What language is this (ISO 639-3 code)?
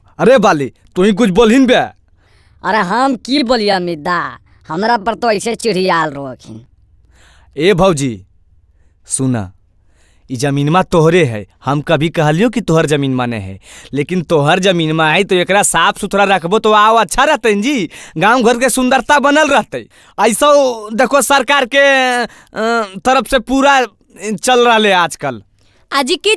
mag